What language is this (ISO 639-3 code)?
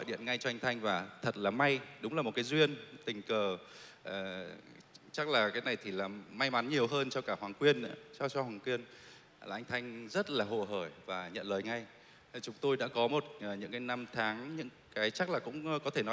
vie